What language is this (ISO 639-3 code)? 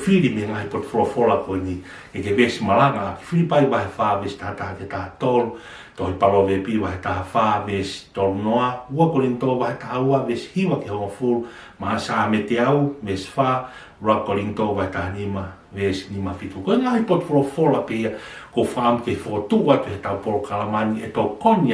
ton